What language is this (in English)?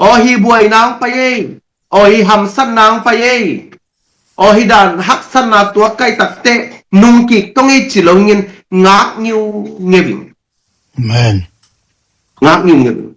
Tedim Chin